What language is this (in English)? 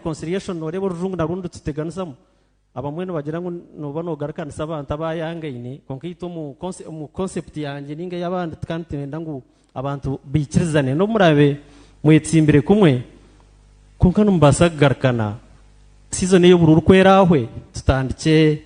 Nyankole